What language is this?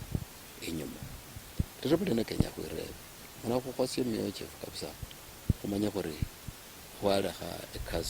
Luyia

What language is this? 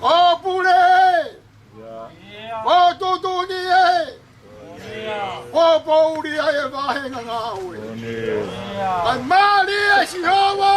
Tongan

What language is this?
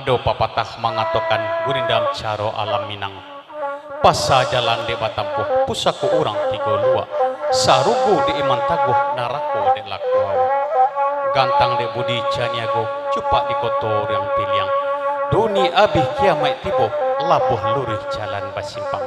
Minangkabau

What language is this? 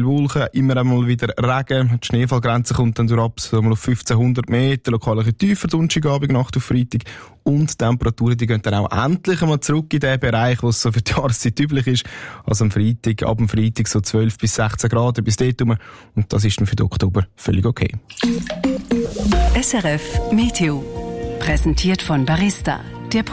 German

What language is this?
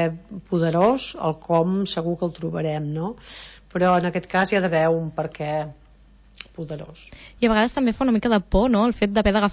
Catalan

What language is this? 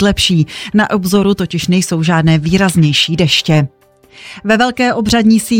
Czech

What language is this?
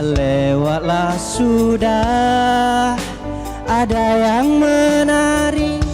Musi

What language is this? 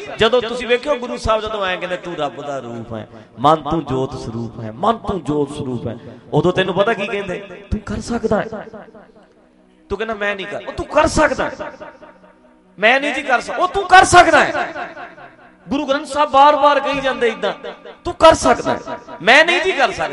Punjabi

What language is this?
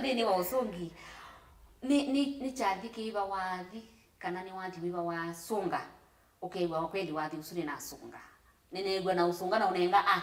Kamba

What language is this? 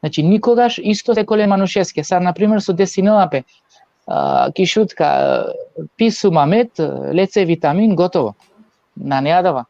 Balkan Romani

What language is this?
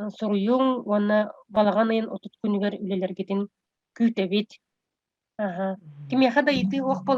Yakut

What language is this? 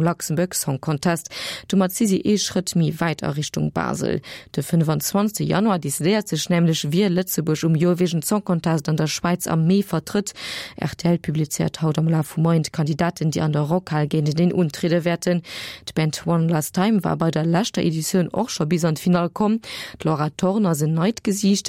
Luxembourgish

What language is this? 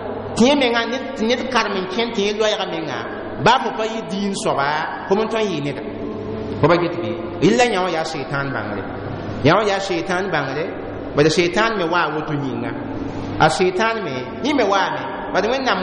Mossi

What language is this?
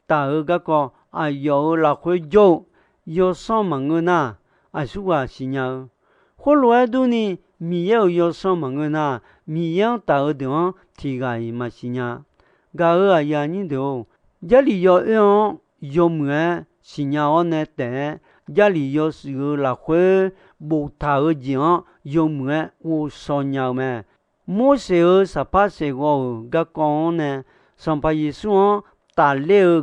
Akha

